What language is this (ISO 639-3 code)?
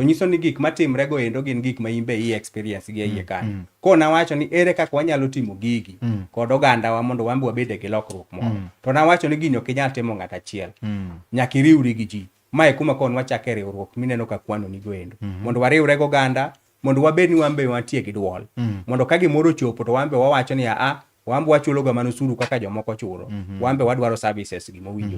luo